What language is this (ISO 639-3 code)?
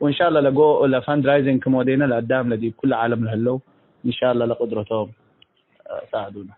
tig